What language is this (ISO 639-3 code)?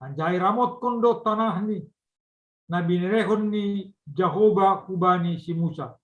bts